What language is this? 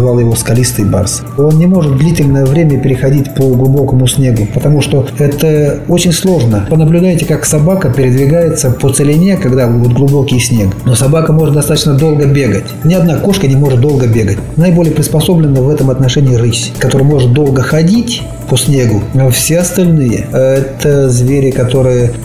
Russian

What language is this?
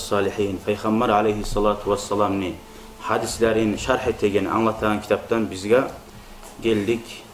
Kumyk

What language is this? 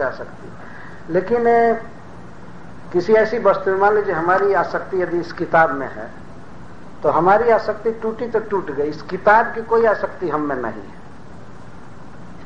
Hindi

